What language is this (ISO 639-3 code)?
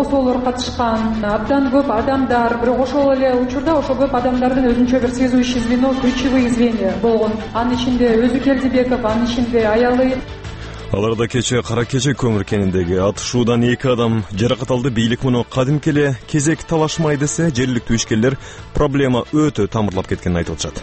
kir